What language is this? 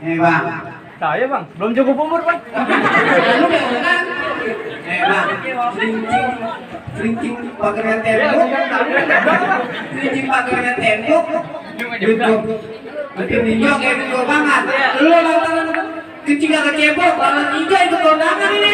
Betawi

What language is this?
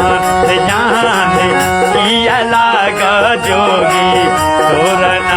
Maithili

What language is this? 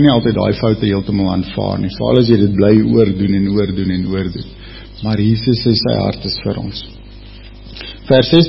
Afrikaans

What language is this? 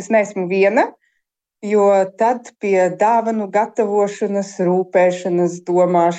Latvian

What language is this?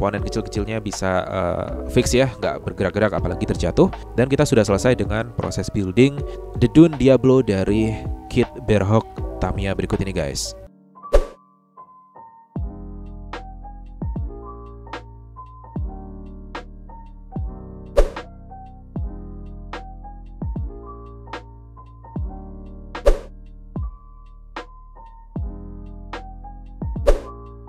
Indonesian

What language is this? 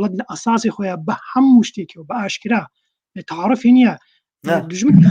Central Kurdish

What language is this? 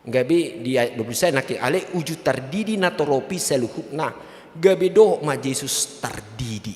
Batak Toba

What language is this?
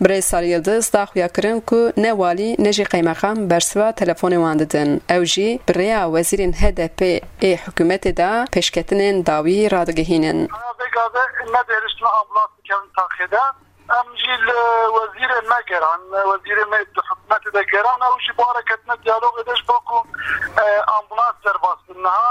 Kurdish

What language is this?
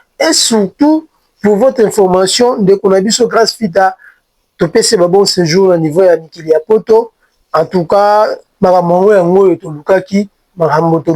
Lingala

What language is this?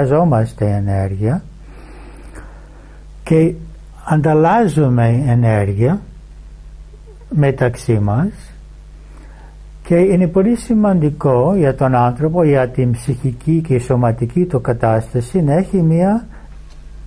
Greek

